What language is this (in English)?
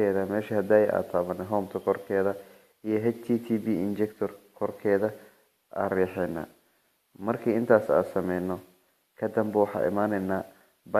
Somali